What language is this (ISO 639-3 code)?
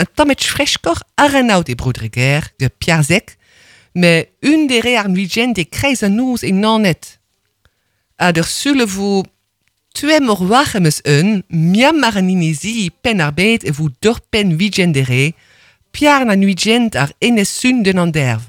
bre